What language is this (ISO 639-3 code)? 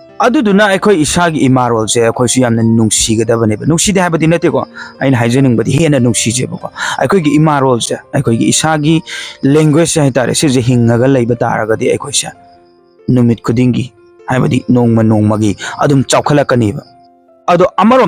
mni